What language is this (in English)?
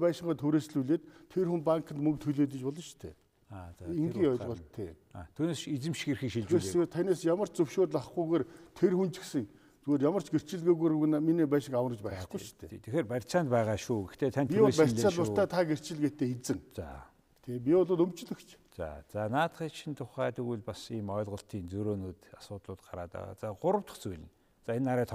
Mongolian